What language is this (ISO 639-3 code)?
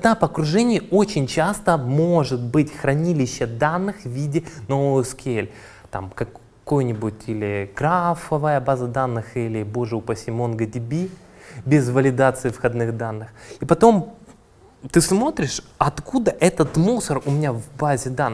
rus